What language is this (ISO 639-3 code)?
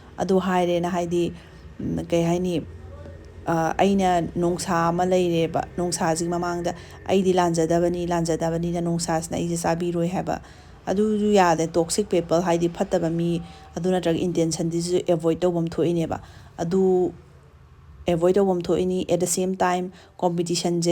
mni